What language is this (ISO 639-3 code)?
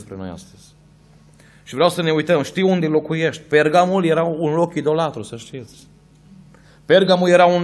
ron